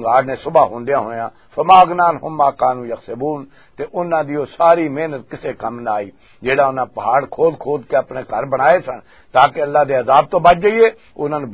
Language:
Western Panjabi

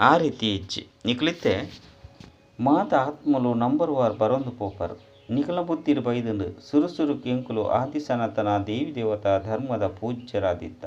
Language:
Tulu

